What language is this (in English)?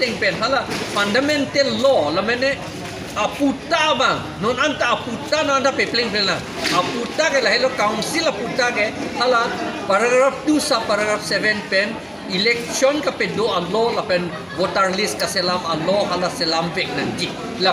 Karbi